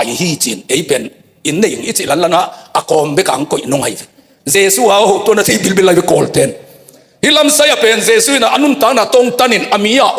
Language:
Tedim Chin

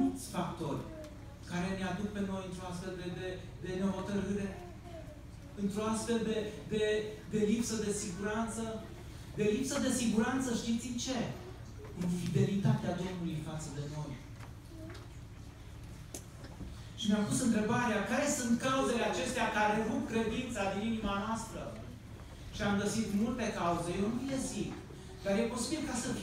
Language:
Romanian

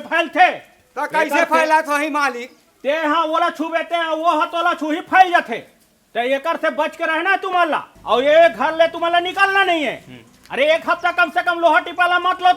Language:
Chhattisgarhi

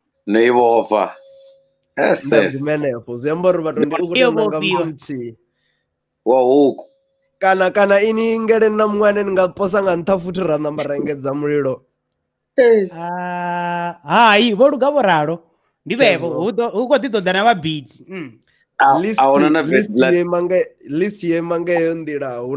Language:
Venda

